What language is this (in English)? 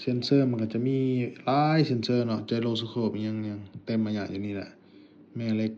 Lao